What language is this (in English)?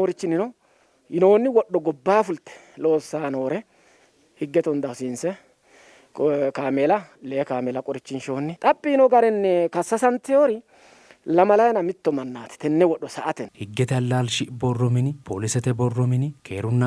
Sidamo